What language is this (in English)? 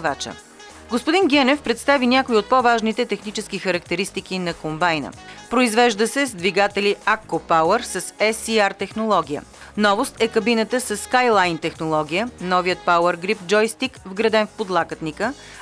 Bulgarian